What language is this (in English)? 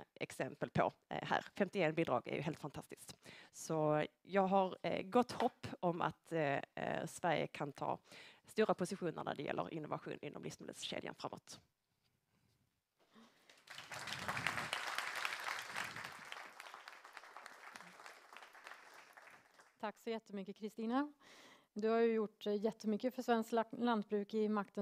Swedish